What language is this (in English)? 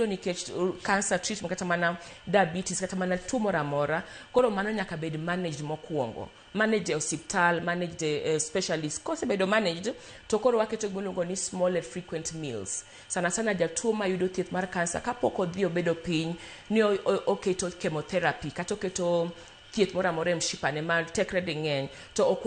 Luo (Kenya and Tanzania)